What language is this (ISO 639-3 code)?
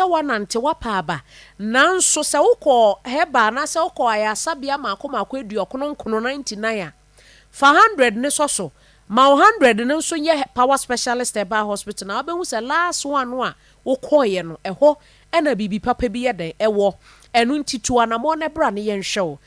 aka